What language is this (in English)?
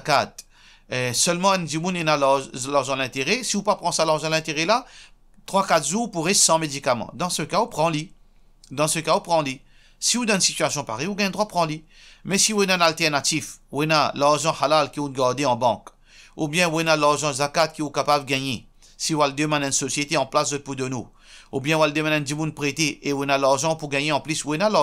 Morisyen